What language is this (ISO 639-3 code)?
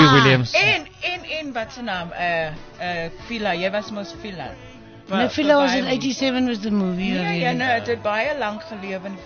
afr